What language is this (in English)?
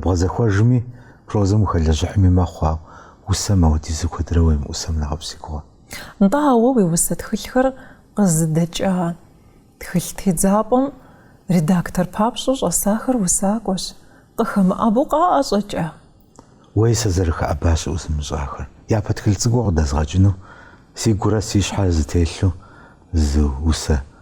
Kabardian